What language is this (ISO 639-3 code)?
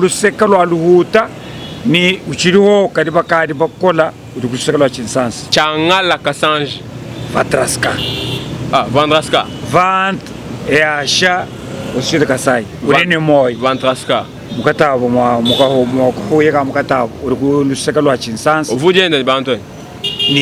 lua